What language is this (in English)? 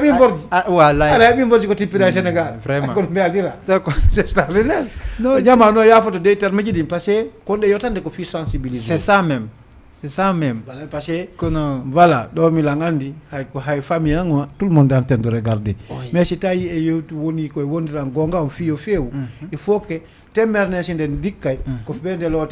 Fula